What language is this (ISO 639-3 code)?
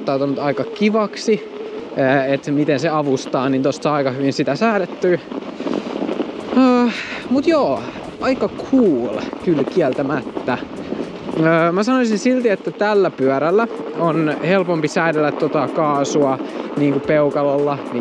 fin